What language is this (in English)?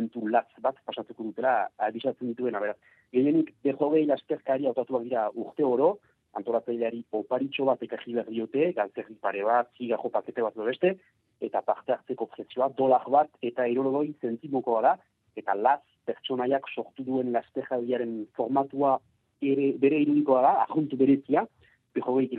Basque